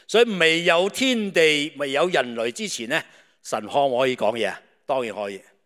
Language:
Cantonese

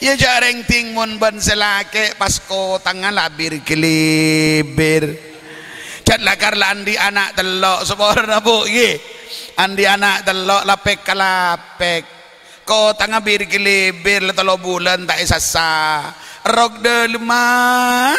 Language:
Madurese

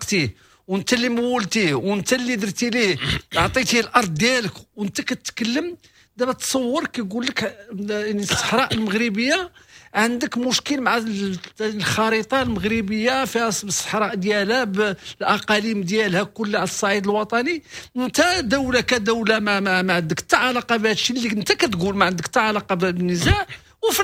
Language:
Moroccan Arabic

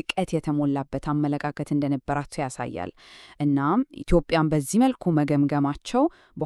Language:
Amharic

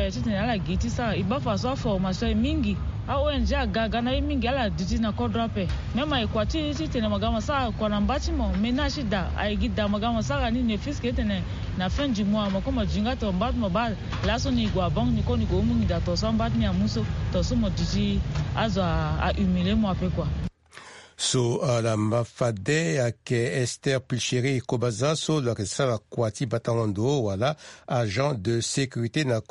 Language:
Sango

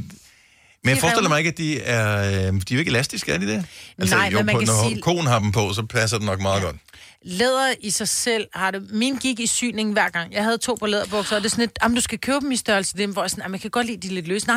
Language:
Danish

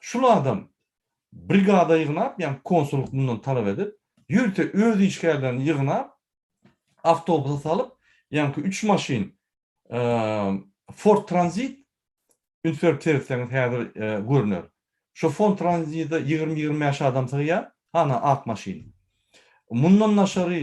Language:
Turkmen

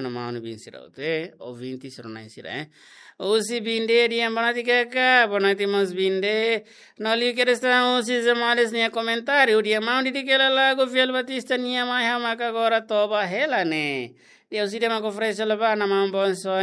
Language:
Tetum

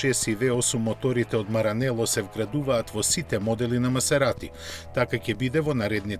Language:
Macedonian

